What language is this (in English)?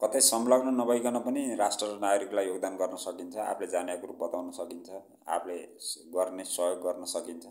Nepali